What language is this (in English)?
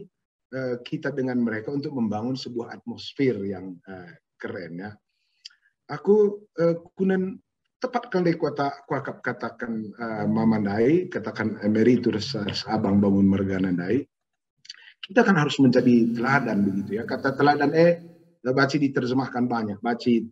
Batak Karo